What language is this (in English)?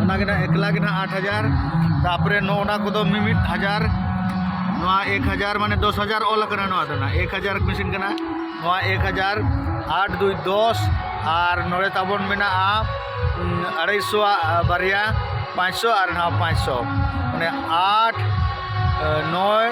Santali